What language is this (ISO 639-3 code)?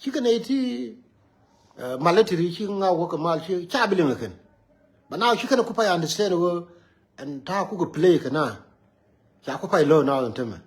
nus